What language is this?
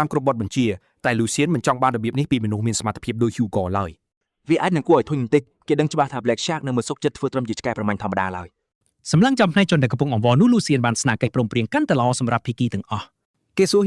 Khmer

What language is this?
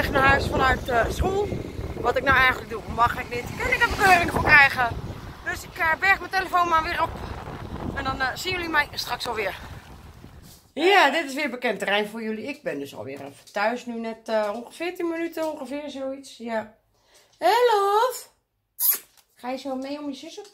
Dutch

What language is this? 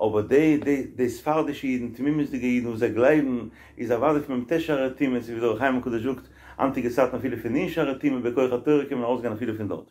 Yiddish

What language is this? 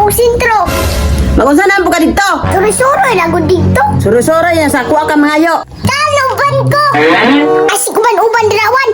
Cebuano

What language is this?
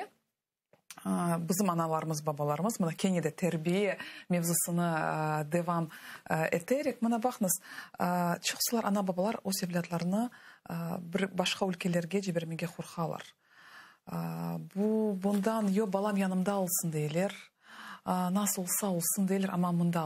Crimean Tatar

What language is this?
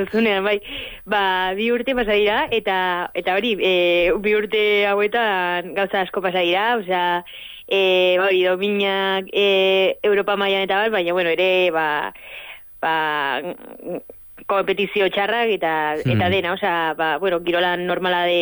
Basque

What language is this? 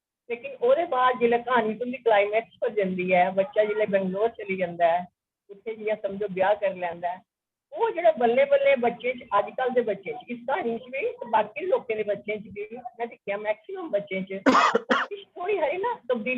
Dogri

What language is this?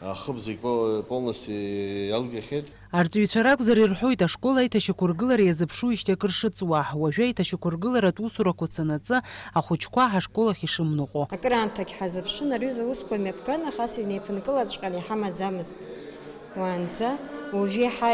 Abkhazian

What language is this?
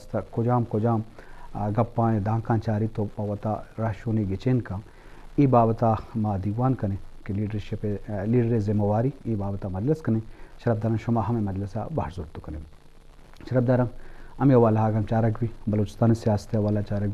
Eastern Balochi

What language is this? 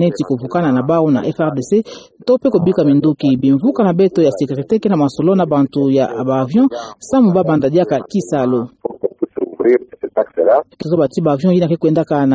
Kituba (Democratic Republic of Congo)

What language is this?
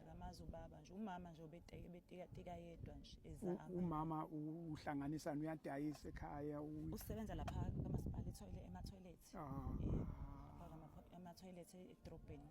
Zulu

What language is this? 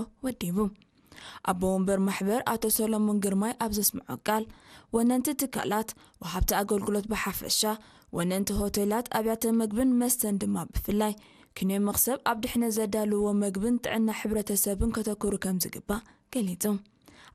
Tigrinya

